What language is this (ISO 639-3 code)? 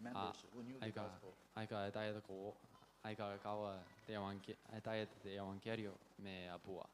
gil